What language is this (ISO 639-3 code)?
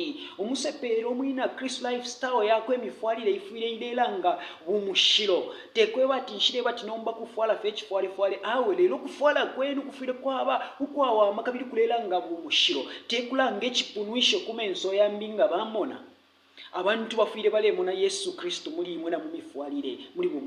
bem